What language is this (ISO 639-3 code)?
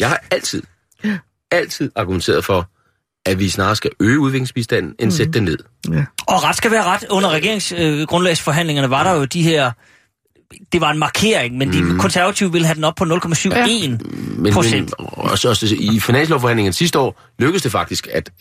dan